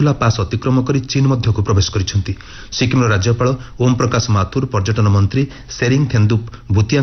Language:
Odia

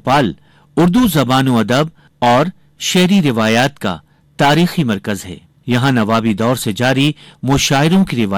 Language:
Urdu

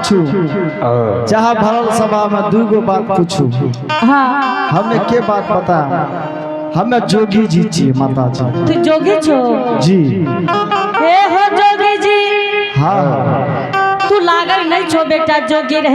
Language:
Angika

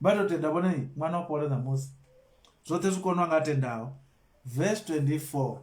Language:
Venda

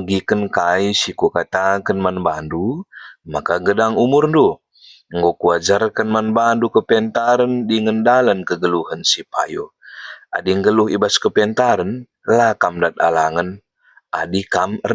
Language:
Batak Karo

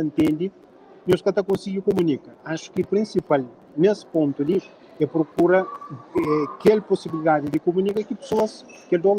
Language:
Kabuverdianu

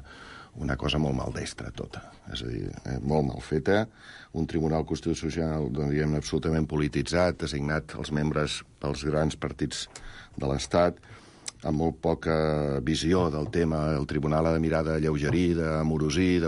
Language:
Catalan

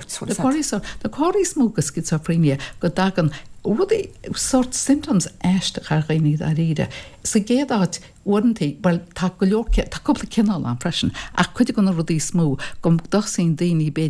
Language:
Irish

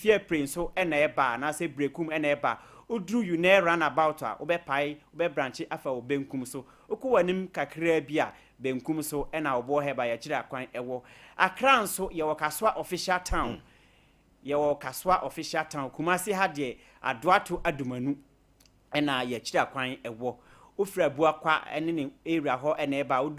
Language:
Akan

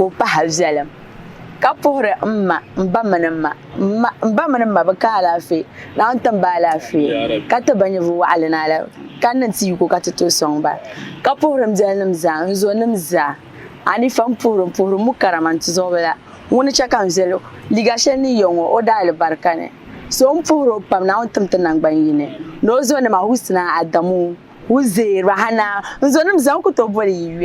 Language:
Dagbani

